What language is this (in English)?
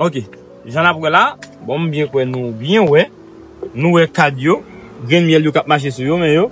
Haitian Creole